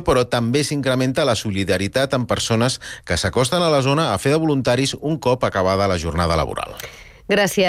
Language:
Catalan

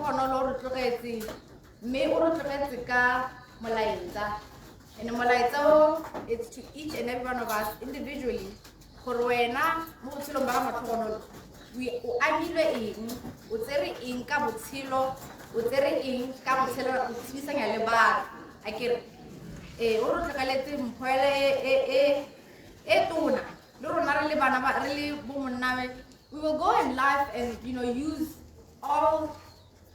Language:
Tswana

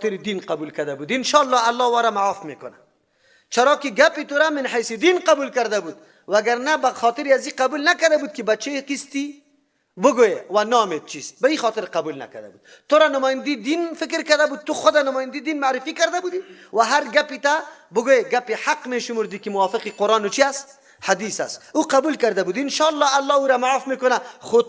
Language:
Persian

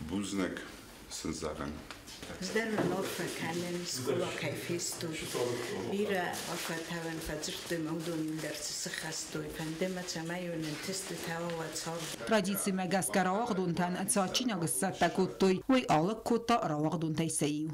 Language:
Ossetic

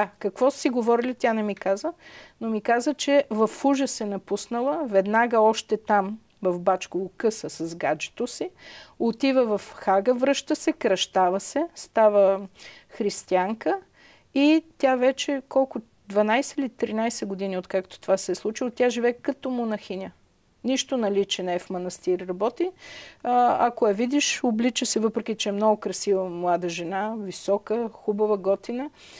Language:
Bulgarian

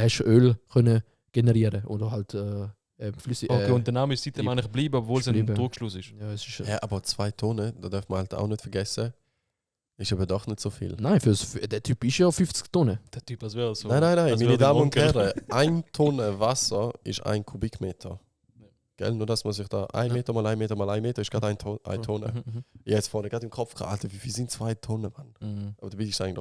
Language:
Swiss German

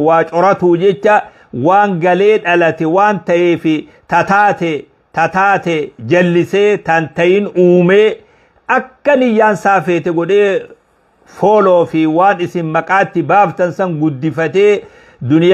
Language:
Oromo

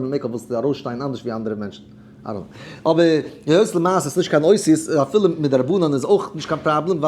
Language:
Yiddish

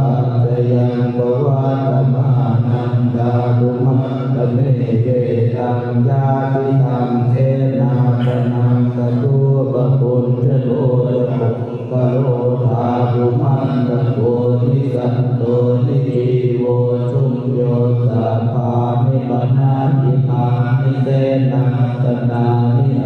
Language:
Pali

